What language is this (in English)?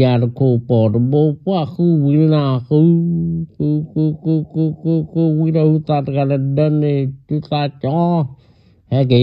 S'gaw Karen